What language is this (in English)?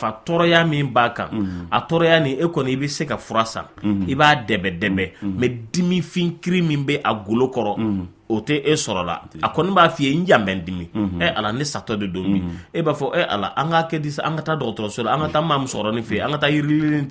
Bambara